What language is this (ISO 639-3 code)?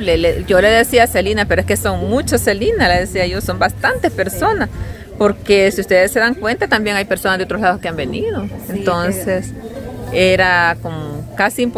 spa